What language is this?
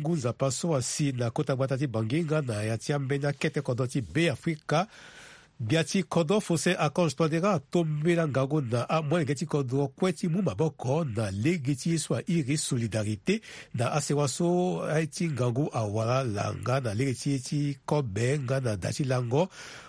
Sango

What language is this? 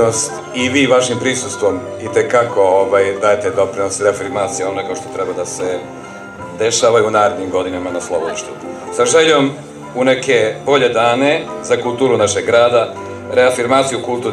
Serbian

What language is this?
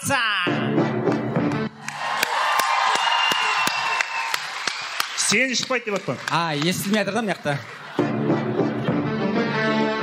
Kara-Kalpak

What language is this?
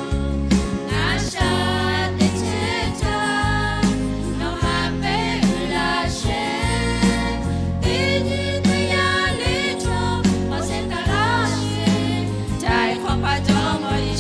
Lahu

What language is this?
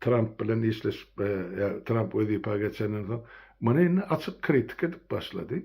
Turkmen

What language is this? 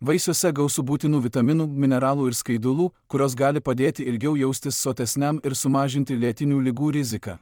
Lithuanian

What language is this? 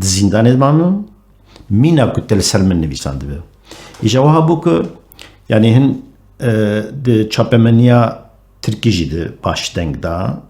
Kurdish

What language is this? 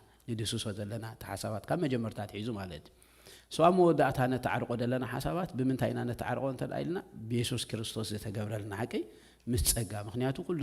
Tigrinya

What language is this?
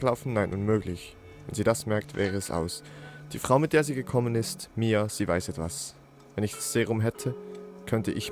Swiss German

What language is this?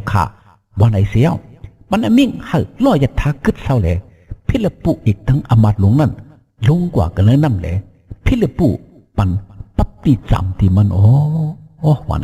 Shan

